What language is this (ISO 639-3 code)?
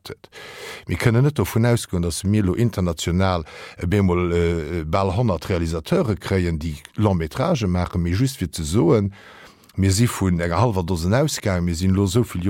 ltz